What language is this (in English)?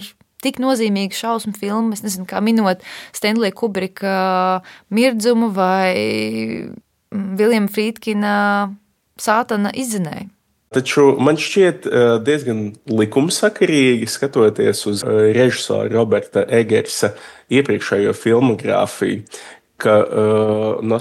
Latvian